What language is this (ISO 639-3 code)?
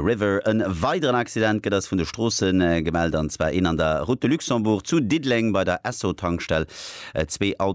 ltz